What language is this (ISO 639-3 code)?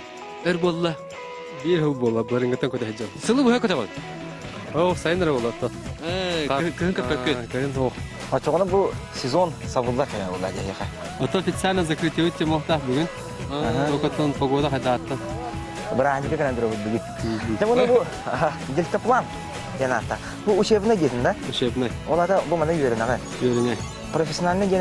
sah